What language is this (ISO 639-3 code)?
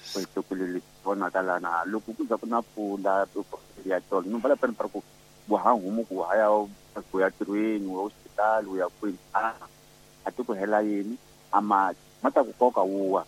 tso